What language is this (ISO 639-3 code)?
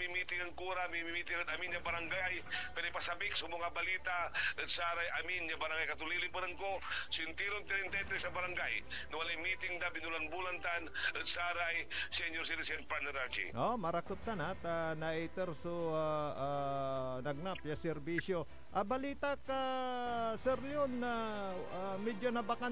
pag